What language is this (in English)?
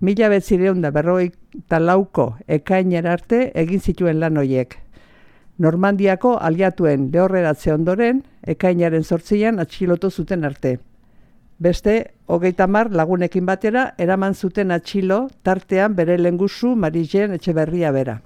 Basque